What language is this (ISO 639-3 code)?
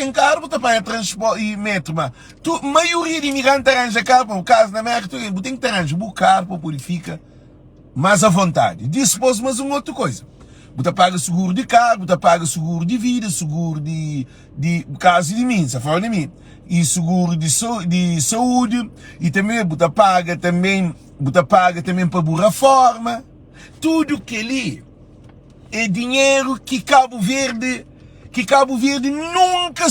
kea